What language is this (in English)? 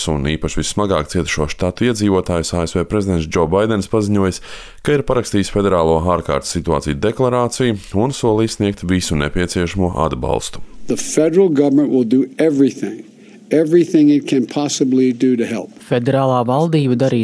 Latvian